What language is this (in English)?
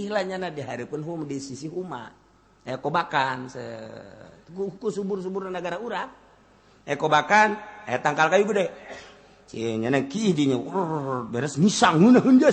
Sundanese